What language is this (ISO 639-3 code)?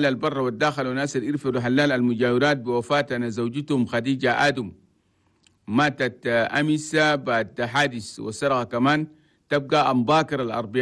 shu